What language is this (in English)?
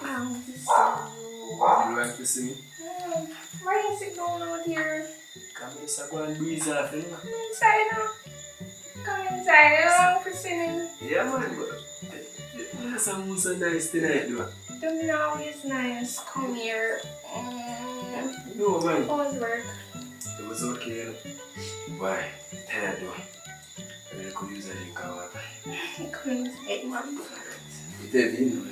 Jamaican Creole English